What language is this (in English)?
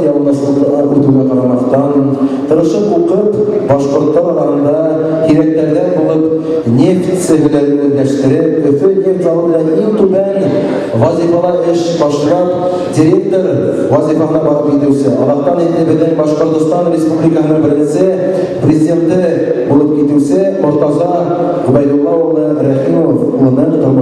Bashkir